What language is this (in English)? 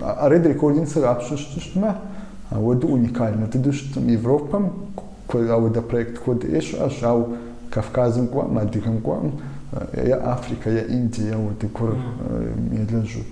Kabardian